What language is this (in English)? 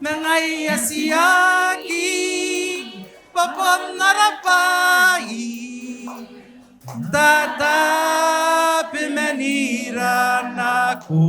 Gilbertese